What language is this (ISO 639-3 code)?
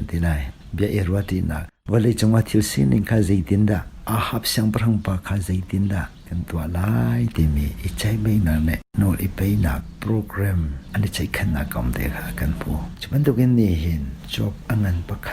cnh